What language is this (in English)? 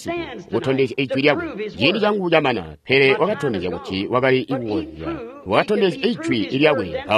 Tonga (Zambia)